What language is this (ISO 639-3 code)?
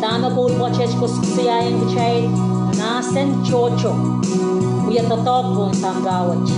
pon